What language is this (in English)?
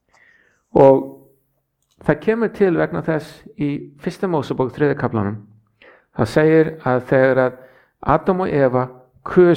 Icelandic